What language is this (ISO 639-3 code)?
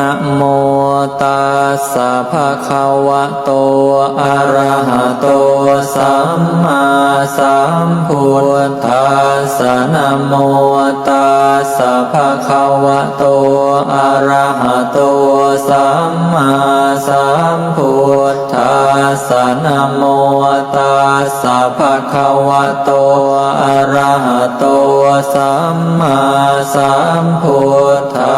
pli